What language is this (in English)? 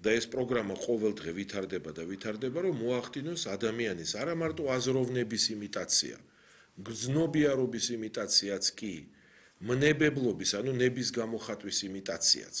Georgian